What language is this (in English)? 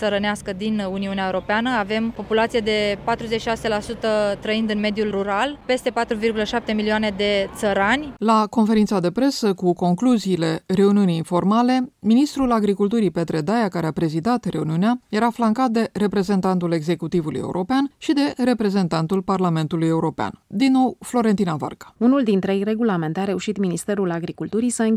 Romanian